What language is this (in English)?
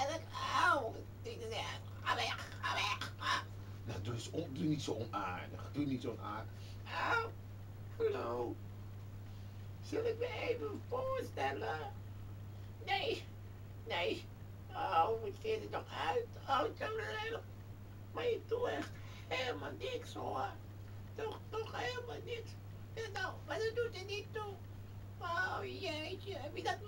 Dutch